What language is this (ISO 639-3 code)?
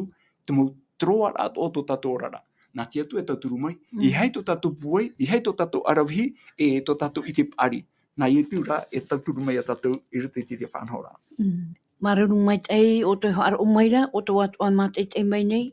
tah